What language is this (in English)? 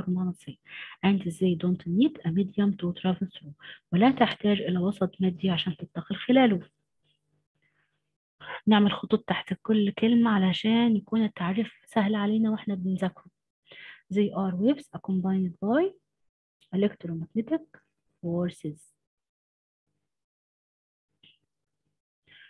Egyptian Arabic